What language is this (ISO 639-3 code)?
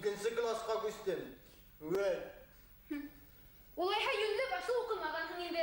bak